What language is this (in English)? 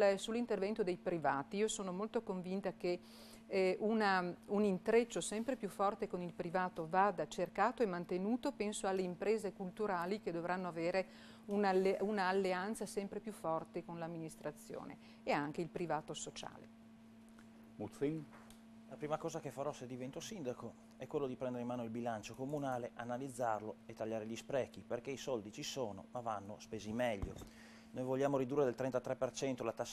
Italian